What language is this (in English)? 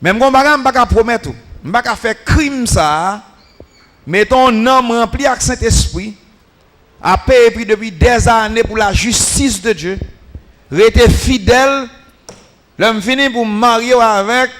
Haitian Creole